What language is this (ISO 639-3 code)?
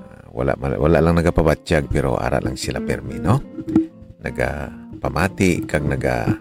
hil